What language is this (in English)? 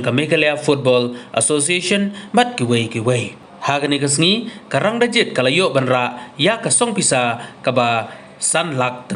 Khasi